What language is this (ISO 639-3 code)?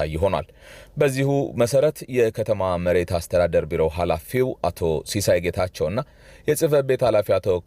amh